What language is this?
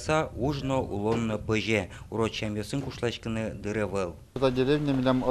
Udmurt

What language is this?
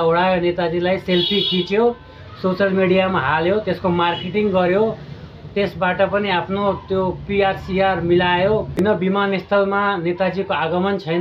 Nepali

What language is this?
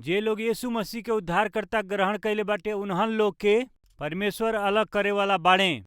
Bhojpuri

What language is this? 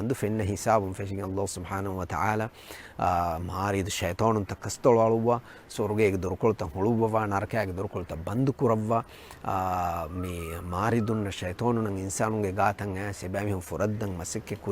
Divehi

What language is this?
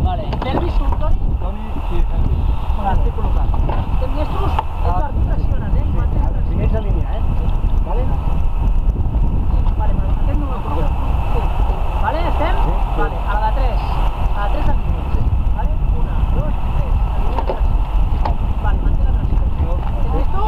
Catalan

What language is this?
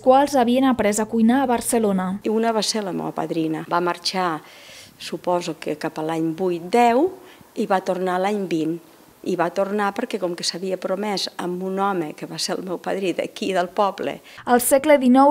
Catalan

